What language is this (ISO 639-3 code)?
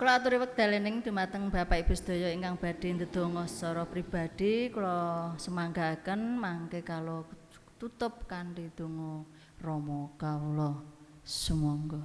jav